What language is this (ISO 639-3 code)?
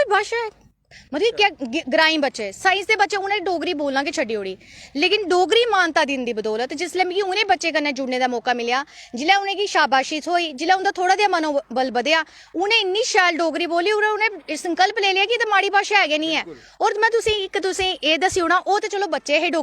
doi